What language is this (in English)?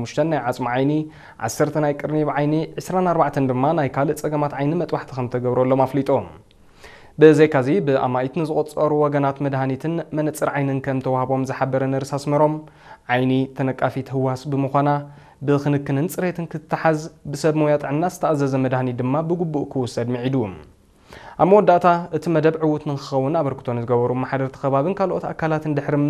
Tigrinya